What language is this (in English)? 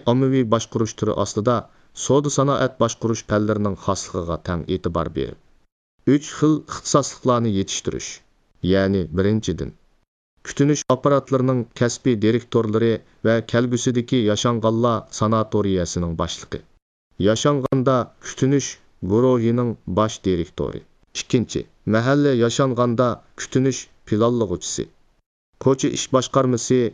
Uyghur